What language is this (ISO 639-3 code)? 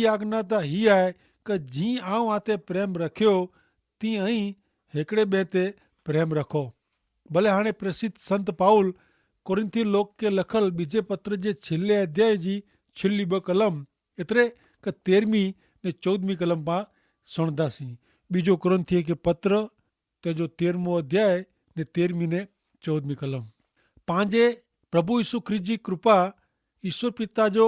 kfr